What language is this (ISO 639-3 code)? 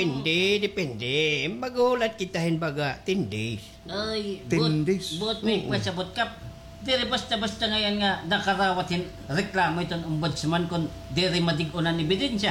war